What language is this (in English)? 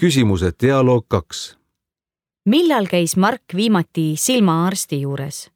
Estonian